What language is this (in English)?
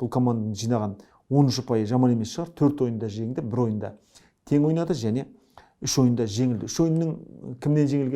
Kazakh